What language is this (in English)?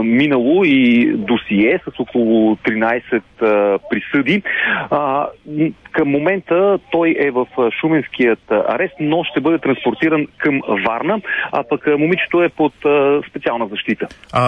Bulgarian